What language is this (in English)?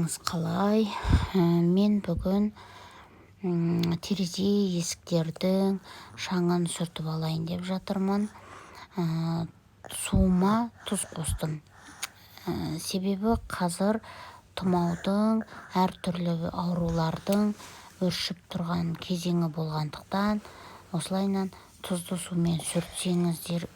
Kazakh